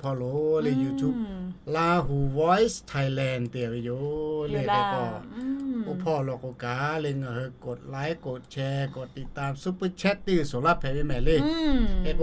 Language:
Lahu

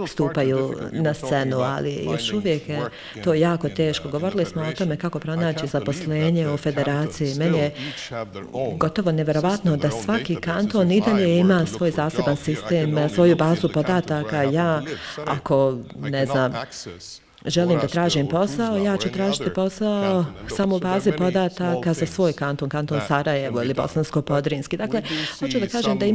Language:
Bosnian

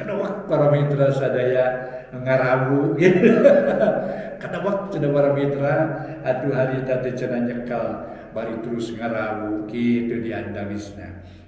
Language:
Sundanese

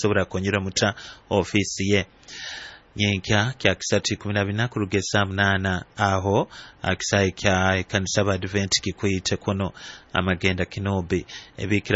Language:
Nyoro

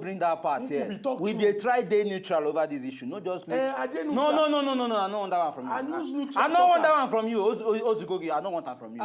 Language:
Nigerian Pidgin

